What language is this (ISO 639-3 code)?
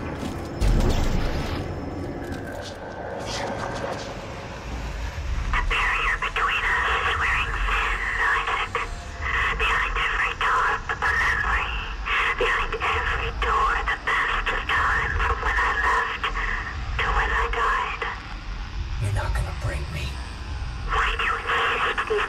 eng